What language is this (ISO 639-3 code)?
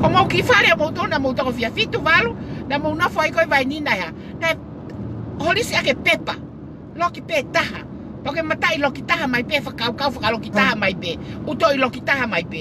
ton